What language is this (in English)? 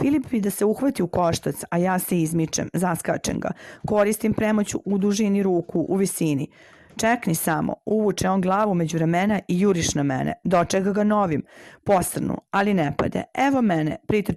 Serbian